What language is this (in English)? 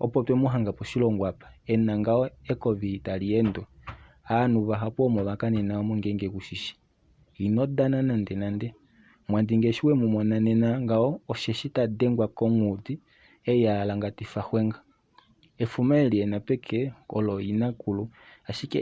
Kuanyama